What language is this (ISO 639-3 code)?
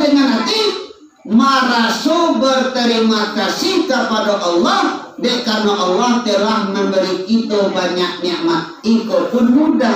min